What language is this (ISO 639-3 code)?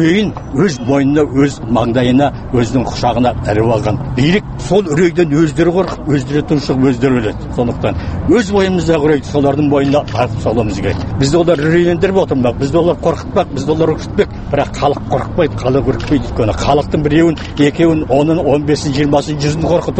kaz